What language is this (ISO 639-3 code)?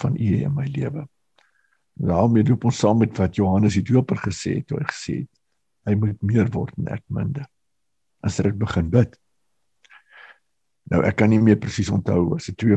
afr